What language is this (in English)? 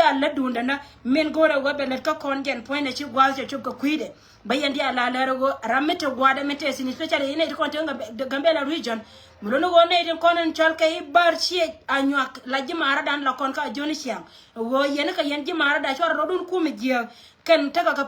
Nuer